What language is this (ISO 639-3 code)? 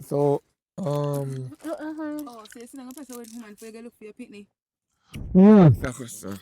jam